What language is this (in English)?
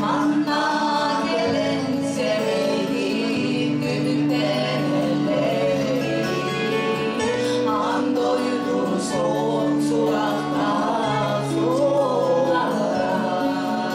Yakut